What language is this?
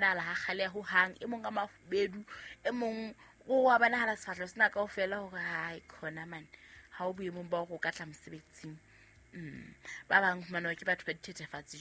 Southern Sotho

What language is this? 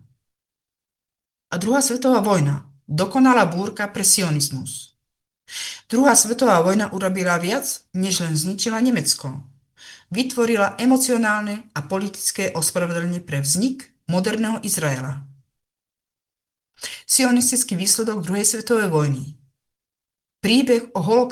Slovak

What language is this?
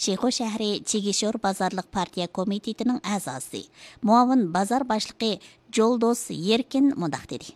Uyghur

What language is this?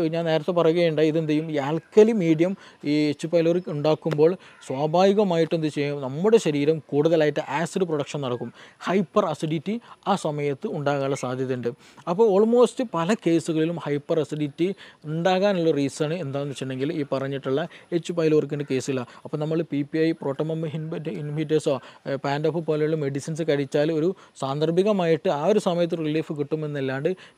Malayalam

